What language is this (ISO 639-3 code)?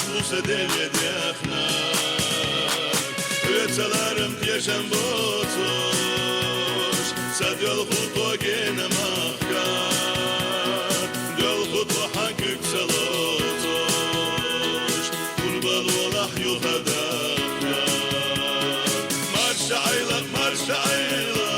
che